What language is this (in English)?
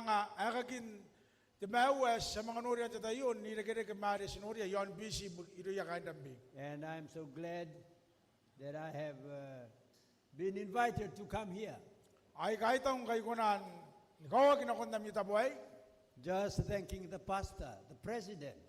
Gilbertese